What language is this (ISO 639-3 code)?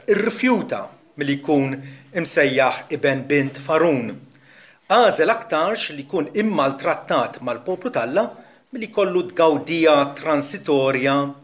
mlt